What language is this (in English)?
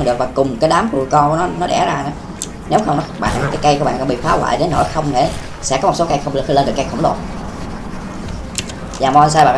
Vietnamese